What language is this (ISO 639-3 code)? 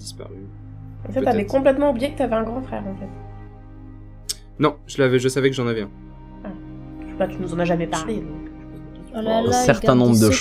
fra